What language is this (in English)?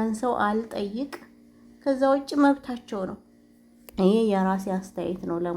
Amharic